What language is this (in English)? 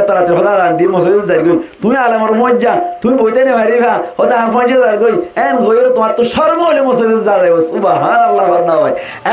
Rohingya